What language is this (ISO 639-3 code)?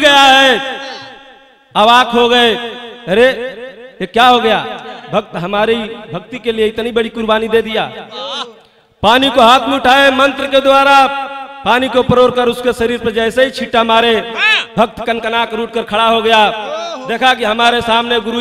bho